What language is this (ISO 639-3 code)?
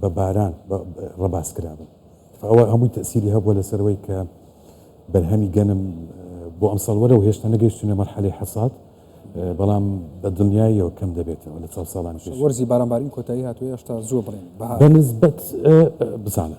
ckb